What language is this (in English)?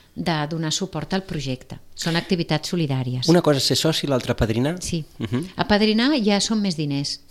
Catalan